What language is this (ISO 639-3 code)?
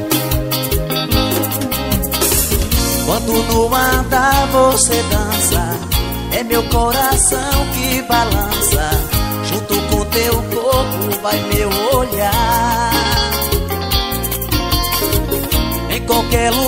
por